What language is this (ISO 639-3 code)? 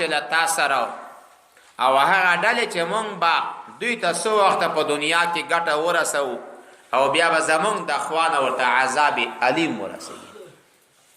pus